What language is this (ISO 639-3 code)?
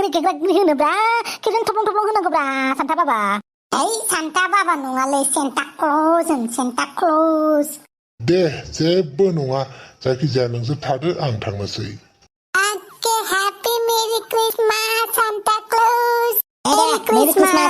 brx